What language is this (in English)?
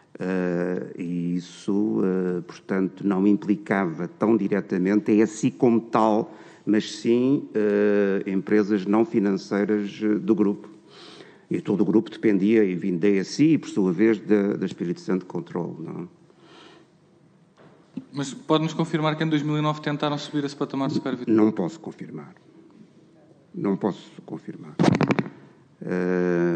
Portuguese